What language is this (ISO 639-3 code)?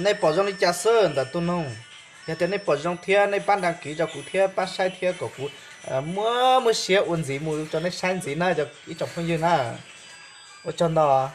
hmn